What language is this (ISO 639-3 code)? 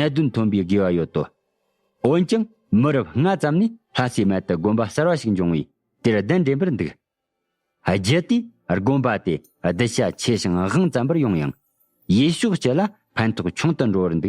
bod